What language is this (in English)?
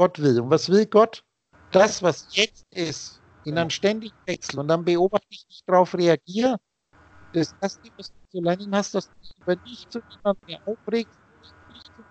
German